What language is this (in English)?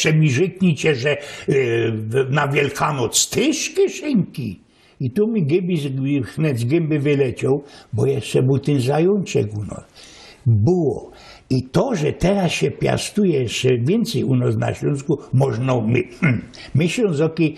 Silesian